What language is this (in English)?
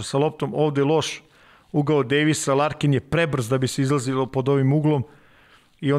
Serbian